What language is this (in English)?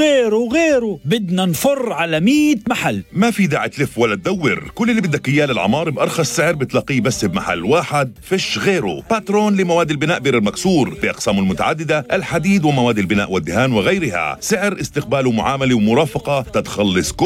North Levantine Arabic